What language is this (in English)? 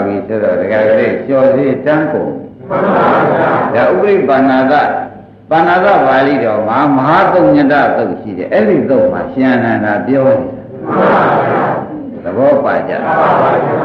Burmese